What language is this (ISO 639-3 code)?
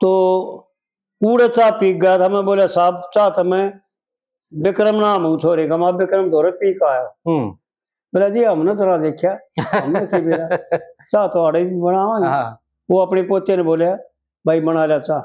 bgc